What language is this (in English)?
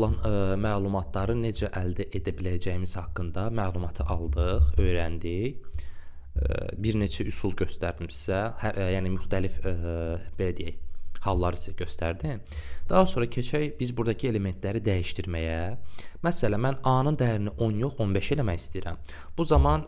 Azerbaijani